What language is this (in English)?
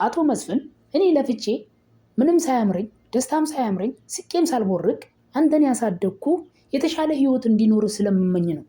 Amharic